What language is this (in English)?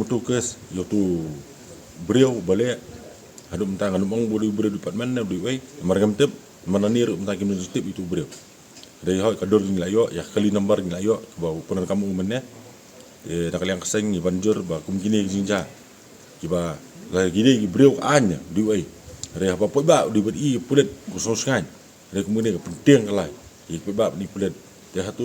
Khasi